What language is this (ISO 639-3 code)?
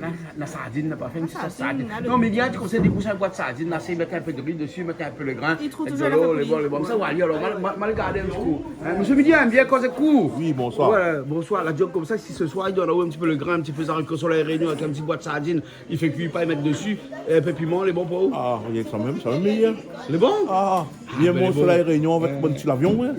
rcf